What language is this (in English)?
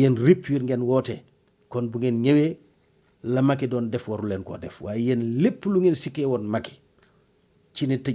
Wolof